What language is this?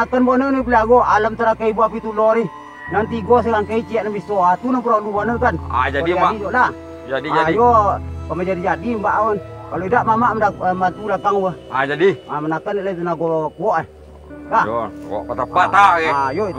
Minangkabau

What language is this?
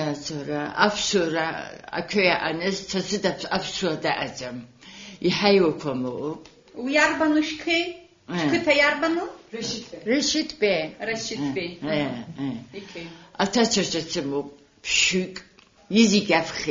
Abkhazian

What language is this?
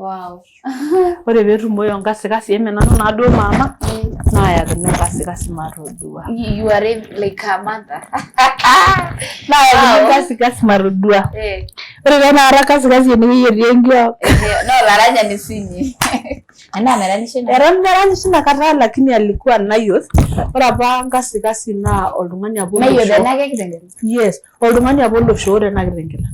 Masai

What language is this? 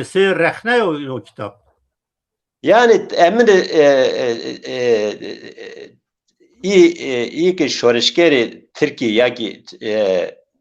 Zaza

